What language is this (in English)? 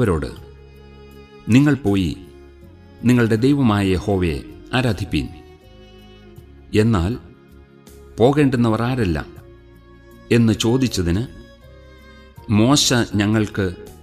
Malayalam